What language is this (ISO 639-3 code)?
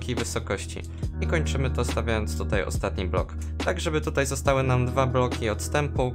pol